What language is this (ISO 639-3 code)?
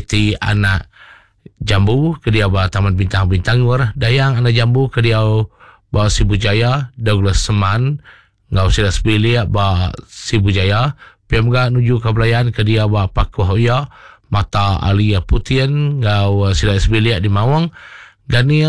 iba